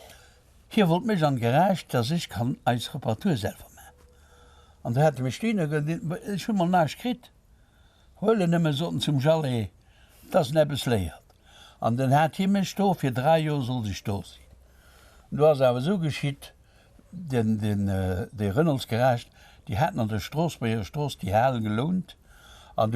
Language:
Luxembourgish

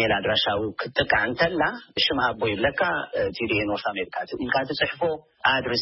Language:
Tigrinya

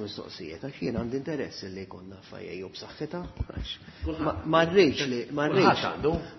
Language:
Maltese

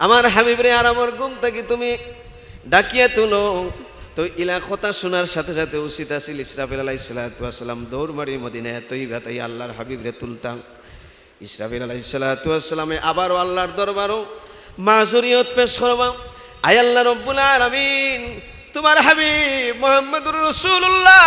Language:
Sylheti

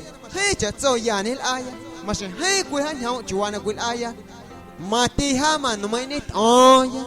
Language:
Guerrero Amuzgo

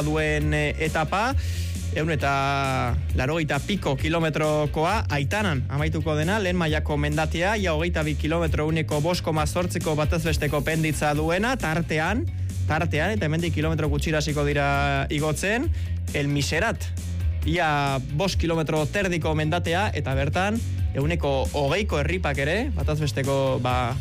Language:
Basque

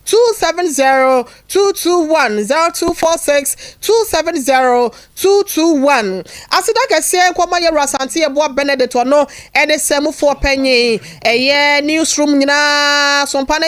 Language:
Akan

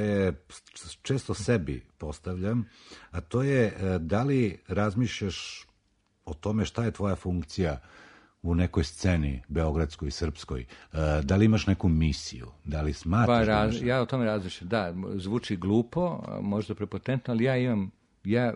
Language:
Serbian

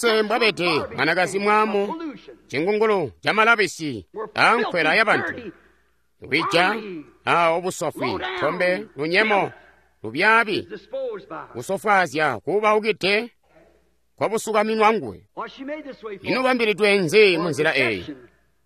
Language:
Tonga (Zambia)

